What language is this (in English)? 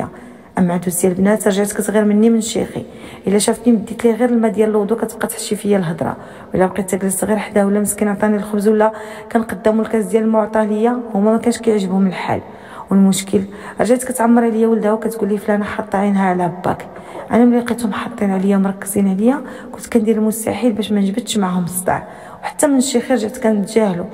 Moroccan Arabic